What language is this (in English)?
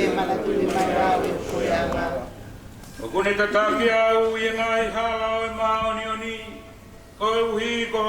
Tongan